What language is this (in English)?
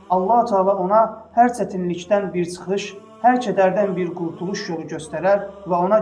Azerbaijani